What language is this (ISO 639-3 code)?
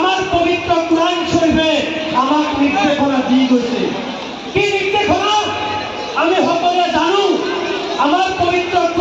asm